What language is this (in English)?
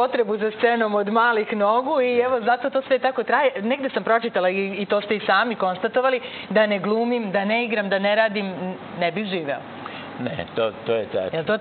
Serbian